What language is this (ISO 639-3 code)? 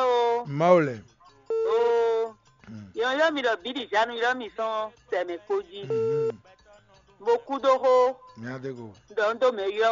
fon